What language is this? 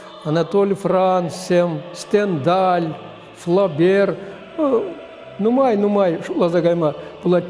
Chuvash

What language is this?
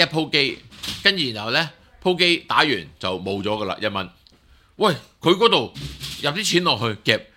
Cantonese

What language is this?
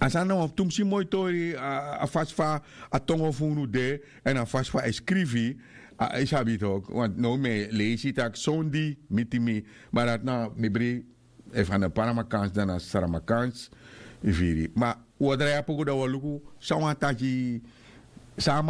Sranan Tongo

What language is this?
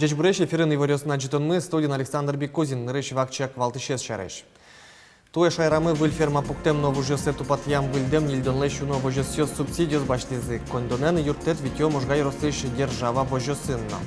Udmurt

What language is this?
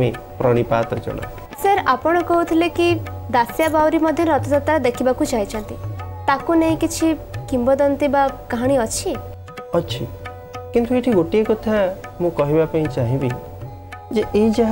Odia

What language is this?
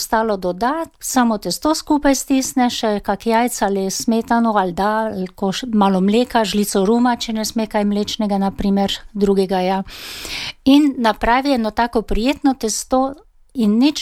Slovenian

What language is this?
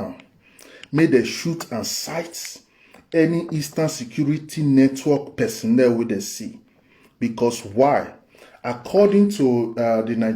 Nigerian Pidgin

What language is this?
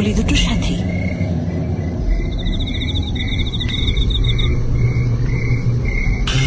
Bangla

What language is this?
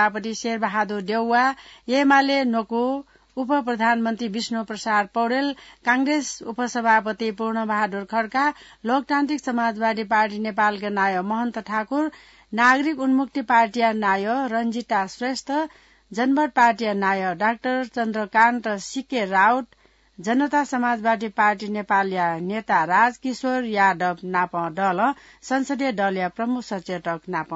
Newari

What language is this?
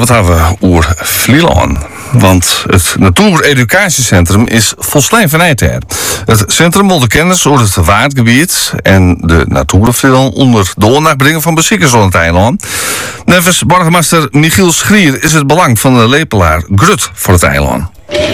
Dutch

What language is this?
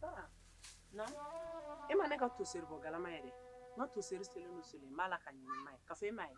Bambara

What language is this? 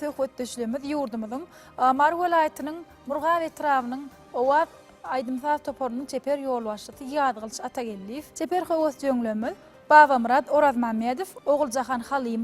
Turkmen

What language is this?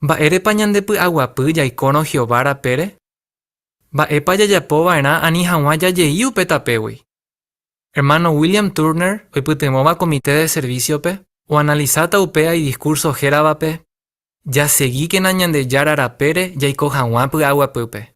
Guarani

